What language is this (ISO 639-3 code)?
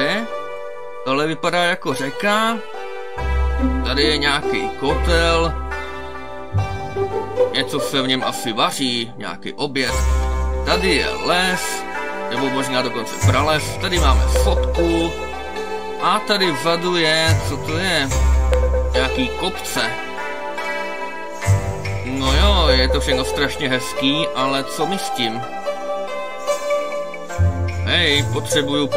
ces